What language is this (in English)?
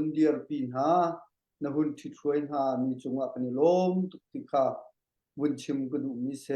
Hakha Chin